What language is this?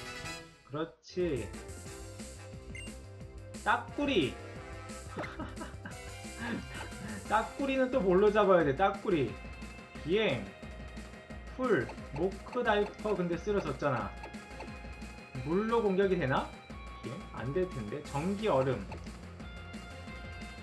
Korean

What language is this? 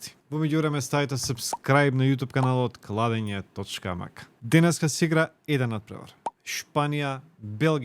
Macedonian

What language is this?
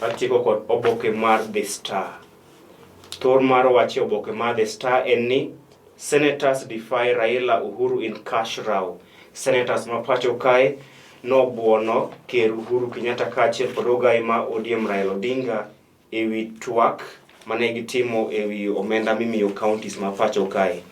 Luo (Kenya and Tanzania)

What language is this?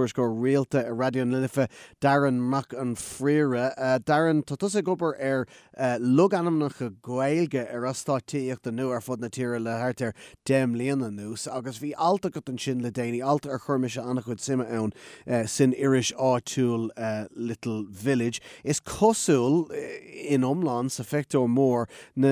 Irish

